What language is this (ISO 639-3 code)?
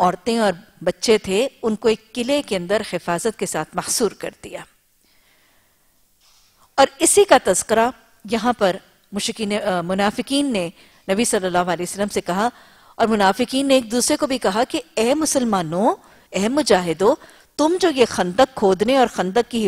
urd